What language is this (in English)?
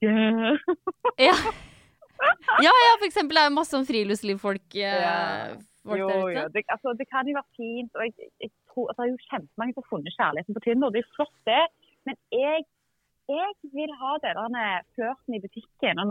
Norwegian